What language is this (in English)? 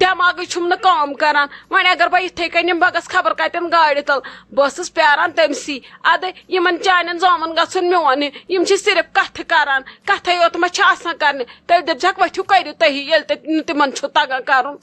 Kashmiri